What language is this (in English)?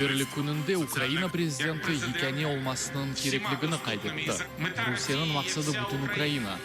Crimean Tatar